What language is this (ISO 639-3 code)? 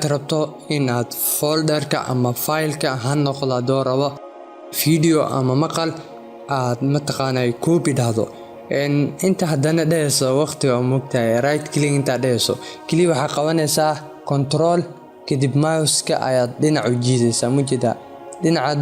som